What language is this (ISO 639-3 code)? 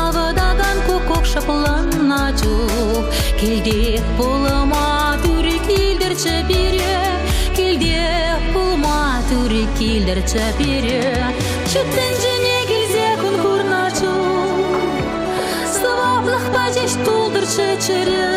chv